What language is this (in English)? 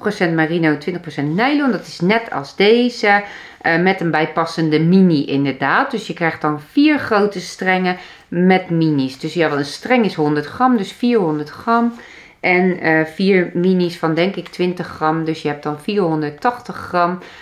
Dutch